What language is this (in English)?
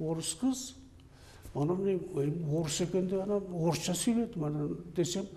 Kyrgyz